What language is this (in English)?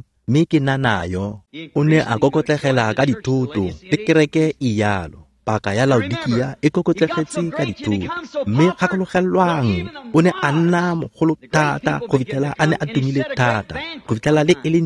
Tswana